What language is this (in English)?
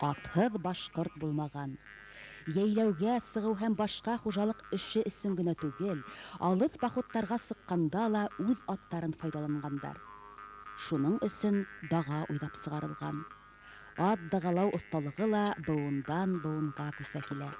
Bashkir